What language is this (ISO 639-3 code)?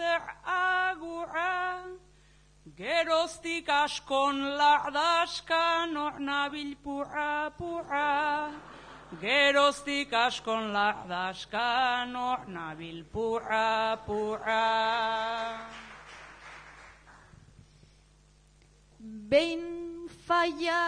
eus